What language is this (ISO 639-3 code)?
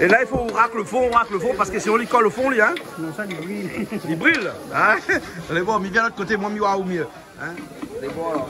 rcf